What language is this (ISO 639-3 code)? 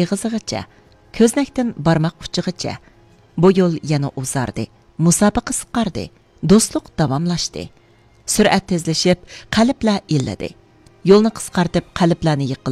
uig